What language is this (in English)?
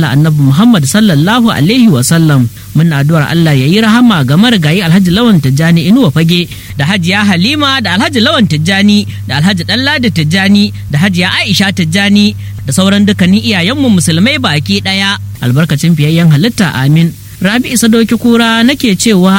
Hausa